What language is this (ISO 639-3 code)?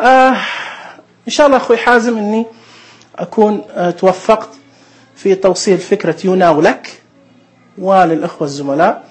ars